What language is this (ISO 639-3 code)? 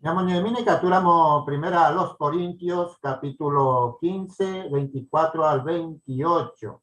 grn